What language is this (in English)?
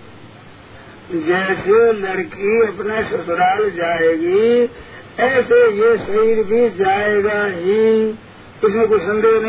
Hindi